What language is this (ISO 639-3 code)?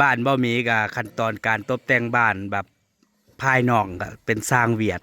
tts